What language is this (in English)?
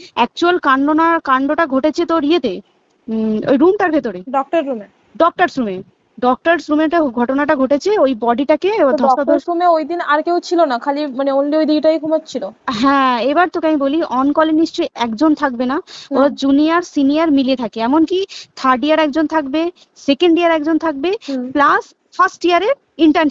Bangla